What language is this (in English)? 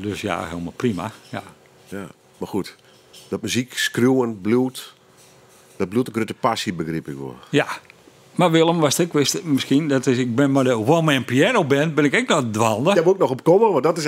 Western Frisian